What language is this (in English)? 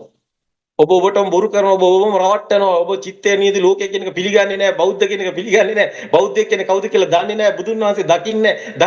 Sinhala